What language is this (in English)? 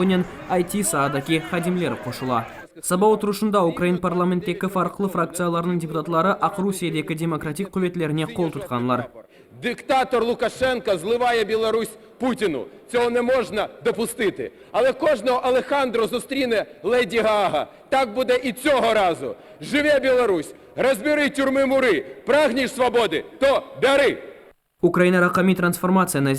Crimean Tatar